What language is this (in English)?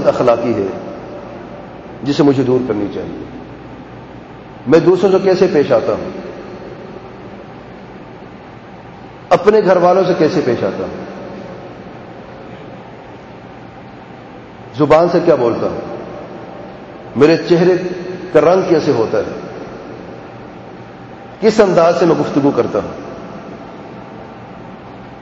Urdu